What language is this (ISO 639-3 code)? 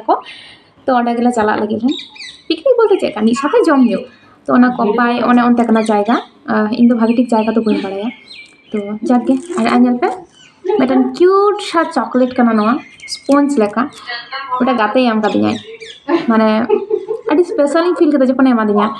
sat